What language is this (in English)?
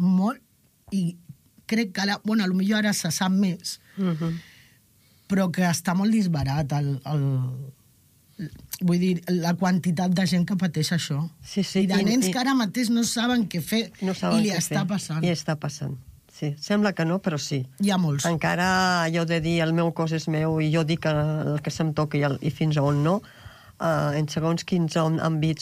Catalan